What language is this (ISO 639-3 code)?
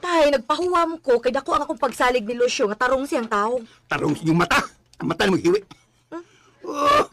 ceb